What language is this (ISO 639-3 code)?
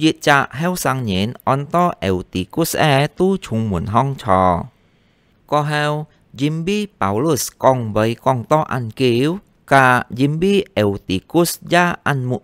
hak